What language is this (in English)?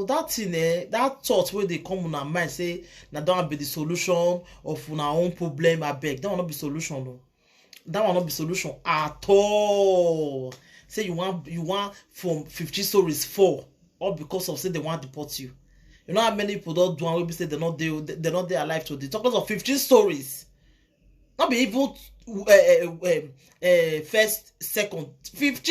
Nigerian Pidgin